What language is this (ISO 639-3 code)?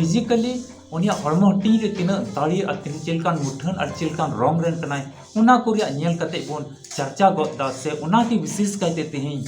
sat